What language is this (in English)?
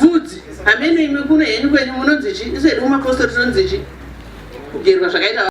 Shona